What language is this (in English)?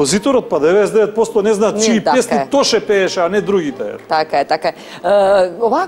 Macedonian